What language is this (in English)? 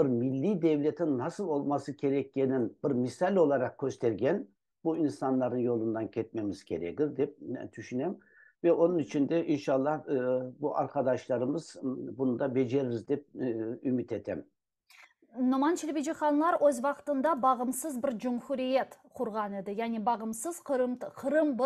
Crimean Tatar